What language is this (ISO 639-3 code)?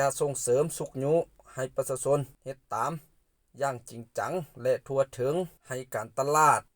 lao